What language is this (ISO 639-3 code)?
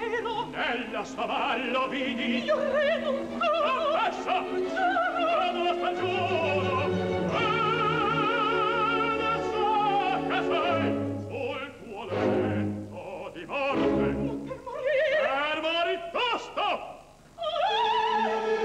ita